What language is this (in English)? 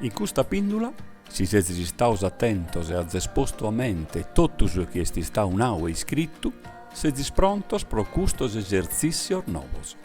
Sardinian